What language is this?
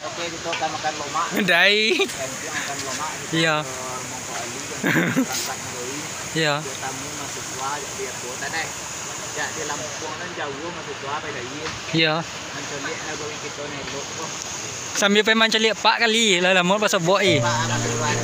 Minangkabau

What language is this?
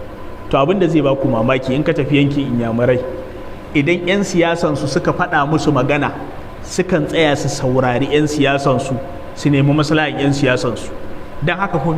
Hausa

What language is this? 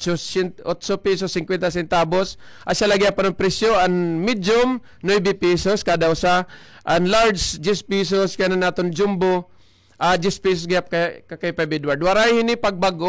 Waray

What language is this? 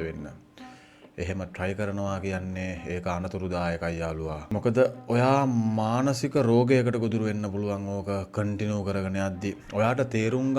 Sinhala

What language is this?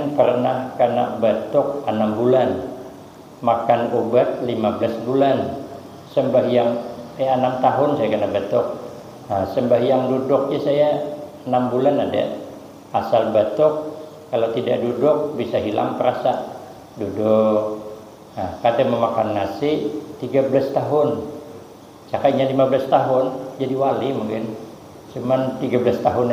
Banjar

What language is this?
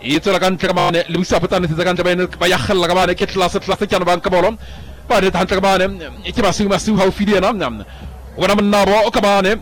Southern Sotho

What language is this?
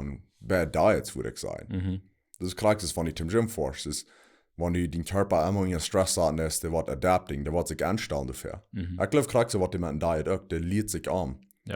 Plautdietsch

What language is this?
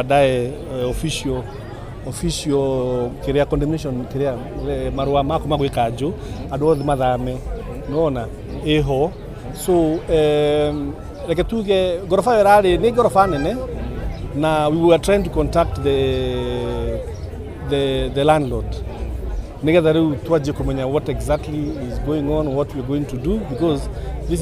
Kikuyu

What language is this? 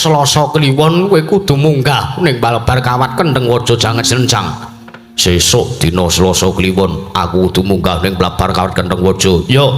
Javanese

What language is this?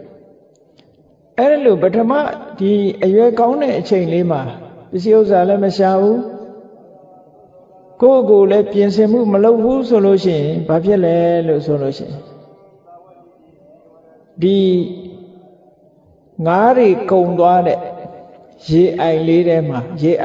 Burmese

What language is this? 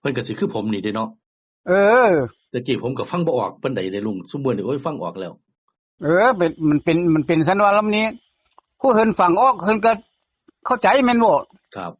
Northeastern Thai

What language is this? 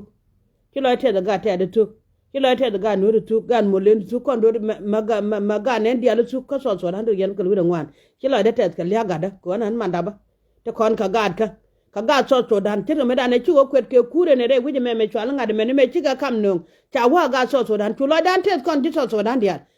Nuer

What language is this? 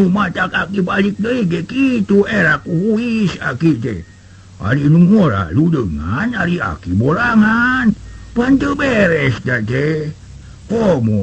Sundanese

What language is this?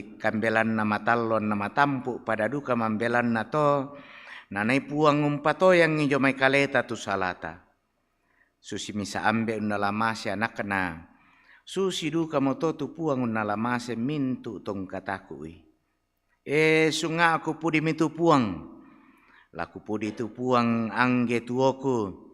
Toraja-Sa'dan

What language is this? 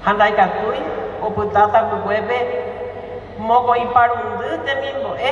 Guarani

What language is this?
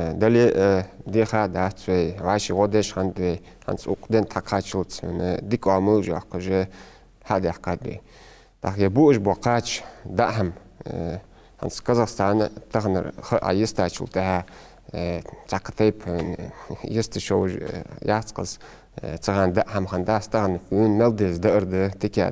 Ingush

